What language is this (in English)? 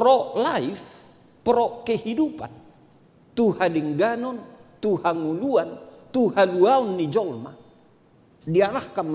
Batak Toba